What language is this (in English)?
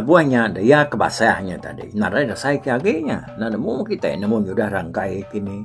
Iban